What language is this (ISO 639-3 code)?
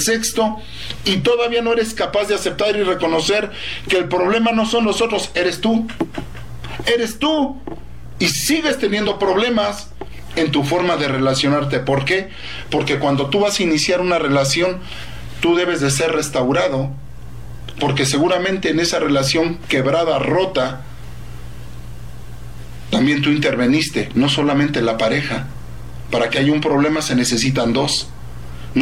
spa